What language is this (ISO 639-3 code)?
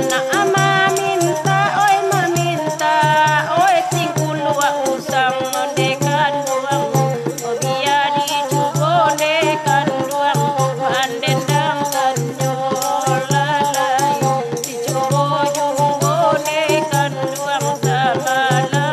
min